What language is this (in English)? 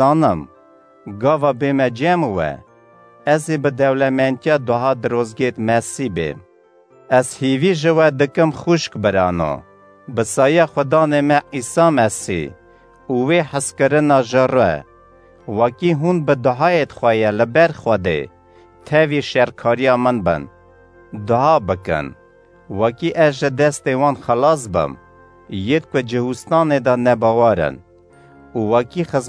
Kurdish